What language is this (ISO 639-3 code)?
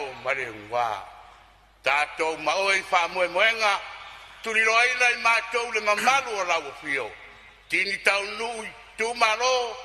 smo